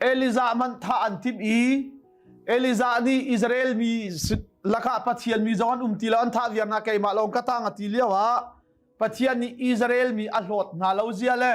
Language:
Hakha Chin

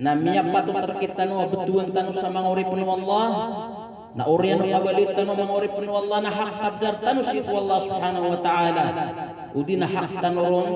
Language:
Maranao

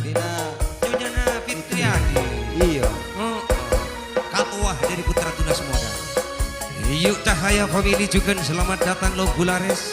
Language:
Madurese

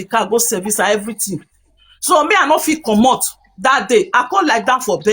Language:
Nigerian Pidgin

